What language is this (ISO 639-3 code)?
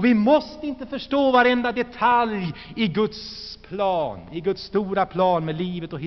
swe